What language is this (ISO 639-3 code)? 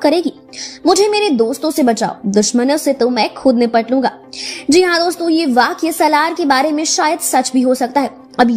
hin